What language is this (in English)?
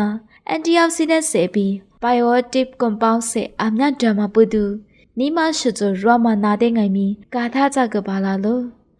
Lisu